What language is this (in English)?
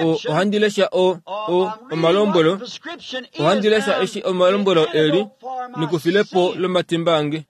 Kuanyama